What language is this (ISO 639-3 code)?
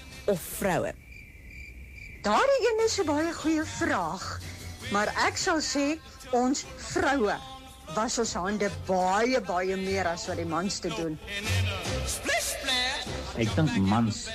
afr